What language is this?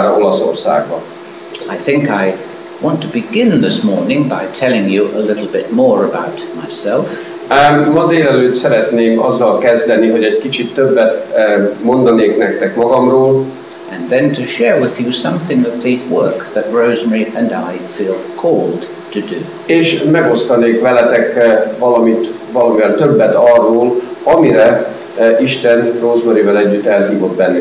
Hungarian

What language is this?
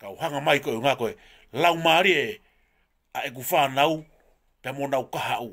Tongan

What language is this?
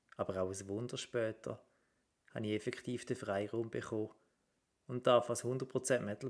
Swiss German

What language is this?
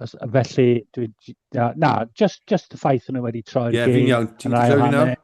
Welsh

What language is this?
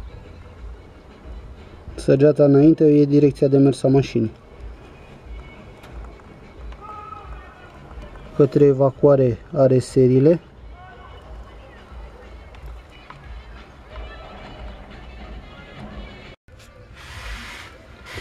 Romanian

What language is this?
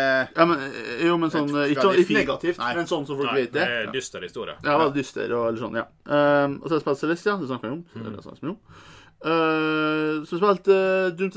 Norwegian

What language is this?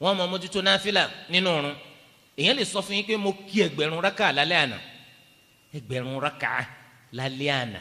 Yoruba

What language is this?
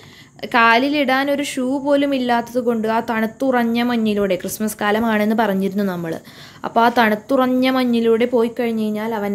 Malayalam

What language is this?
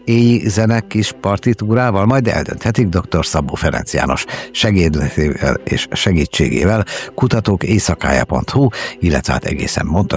Hungarian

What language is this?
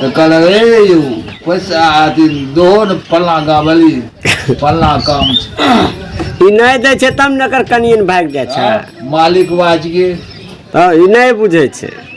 Maithili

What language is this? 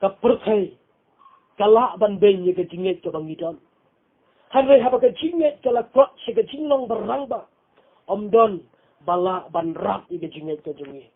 Khasi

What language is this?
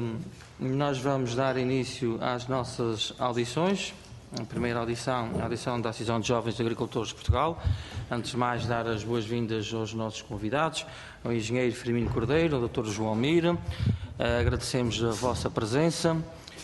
Portuguese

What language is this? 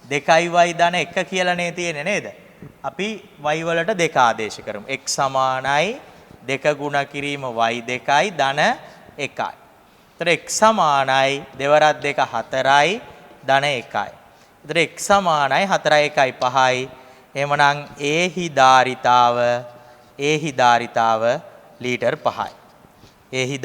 Sinhala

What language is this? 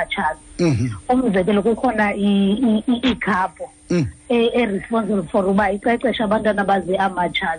Xhosa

